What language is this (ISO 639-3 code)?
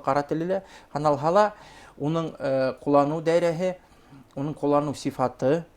bak